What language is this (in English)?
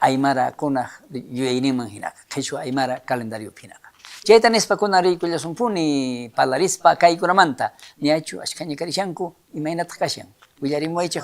South Bolivian Quechua